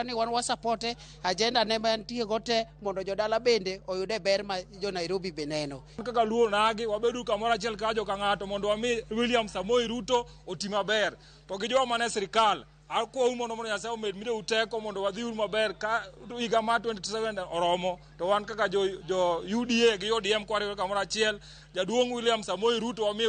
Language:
Luo (Kenya and Tanzania)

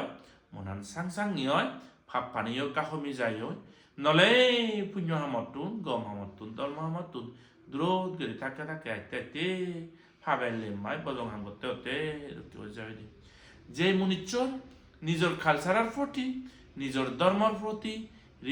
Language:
Chakma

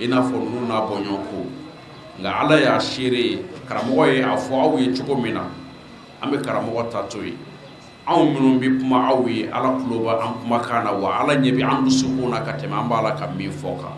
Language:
Bambara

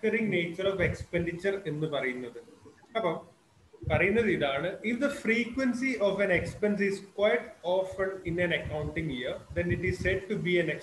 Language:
Malayalam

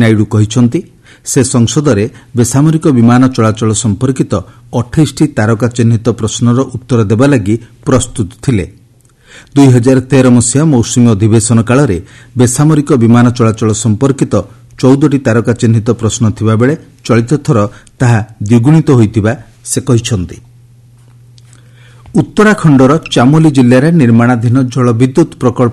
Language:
Odia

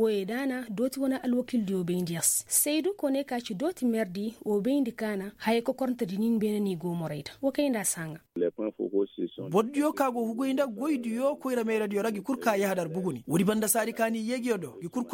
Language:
Koyraboro Senni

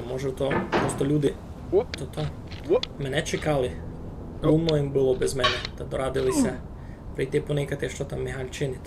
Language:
Rusyn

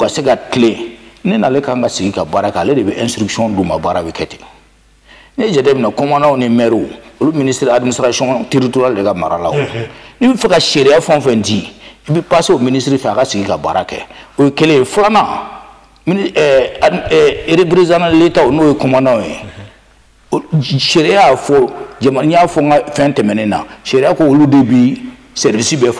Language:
Bambara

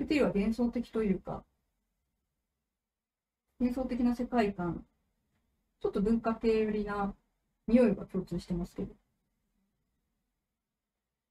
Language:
Japanese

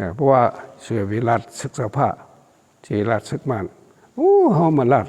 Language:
Shan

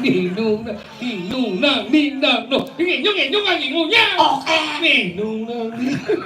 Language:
Balinese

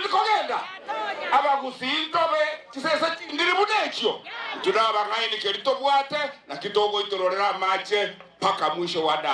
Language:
Gusii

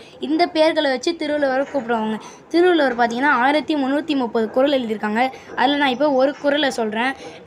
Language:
Tamil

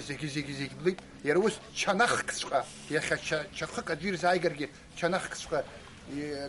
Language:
Abkhazian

